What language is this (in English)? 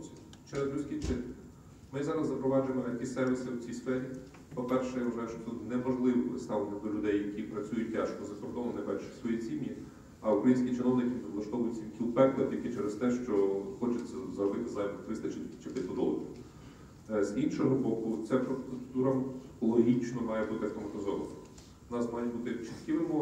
Ukrainian